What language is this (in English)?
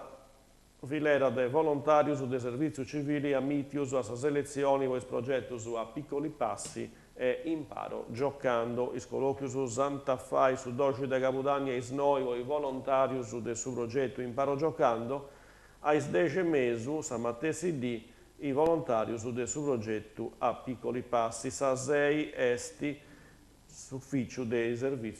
Sardinian